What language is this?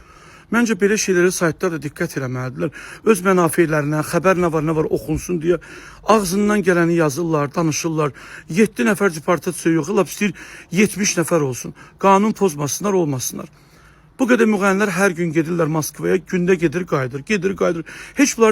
Azerbaijani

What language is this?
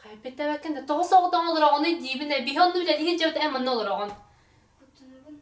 Yakut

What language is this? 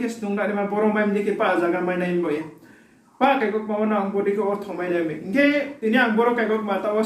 Riang (India)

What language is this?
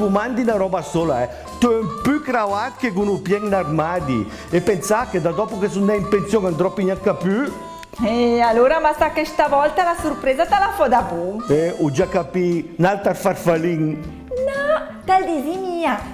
Lombard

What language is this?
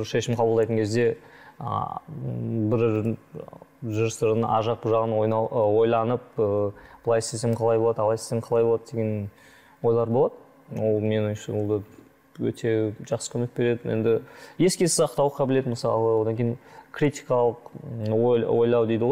Kazakh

